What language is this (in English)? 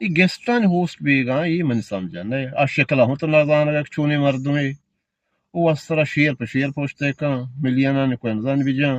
Eastern Balochi